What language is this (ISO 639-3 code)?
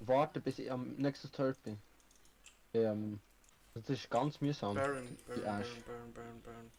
gsw